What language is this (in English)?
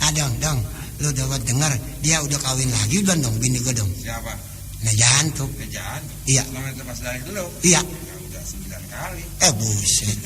Betawi